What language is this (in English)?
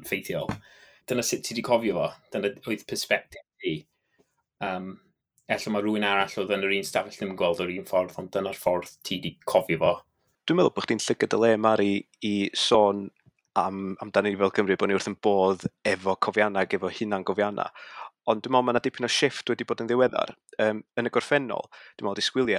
Welsh